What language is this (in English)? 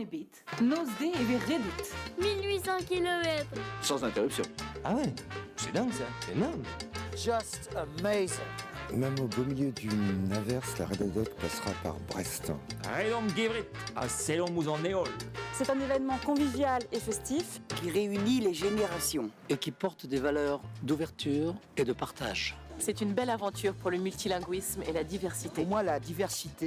Breton